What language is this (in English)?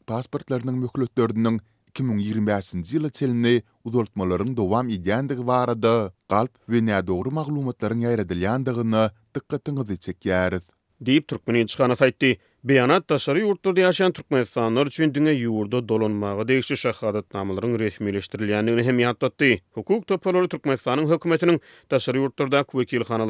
Turkmen